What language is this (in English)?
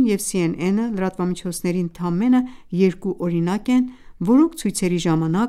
Armenian